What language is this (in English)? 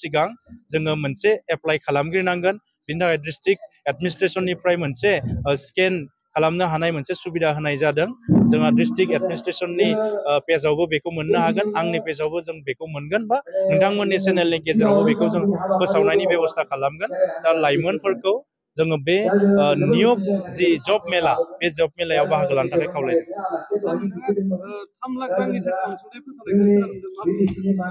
Bodo